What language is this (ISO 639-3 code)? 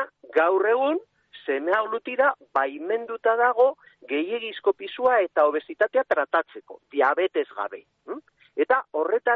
eus